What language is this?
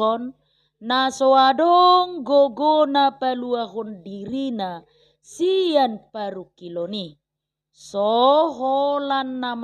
Batak Toba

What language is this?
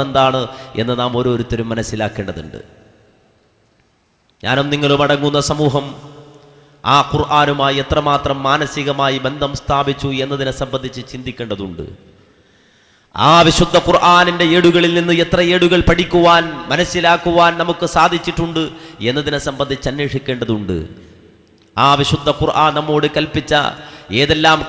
Malayalam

